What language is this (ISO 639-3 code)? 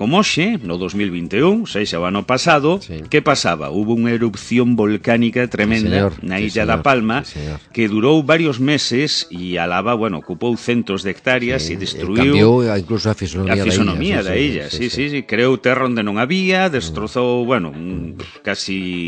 glg